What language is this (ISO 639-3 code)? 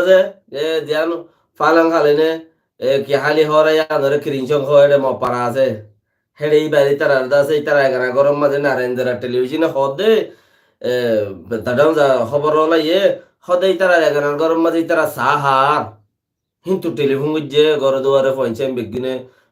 rhg